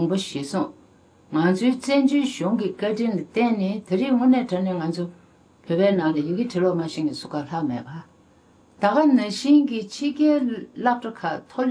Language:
Tibetan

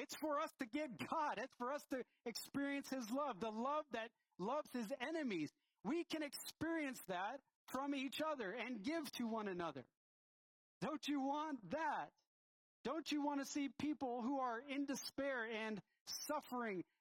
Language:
English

